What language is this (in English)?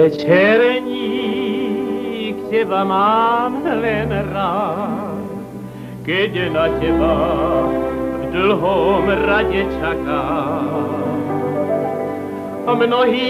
Slovak